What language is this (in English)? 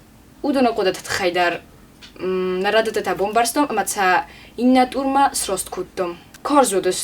Ossetic